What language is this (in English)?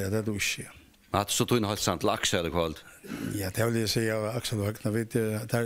Faroese